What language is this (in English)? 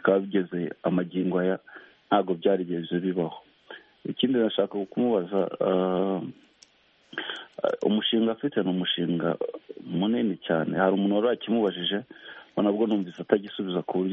Kinyarwanda